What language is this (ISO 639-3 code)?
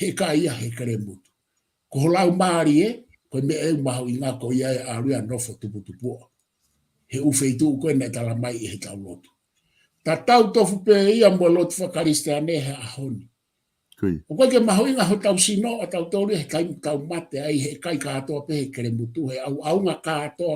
ton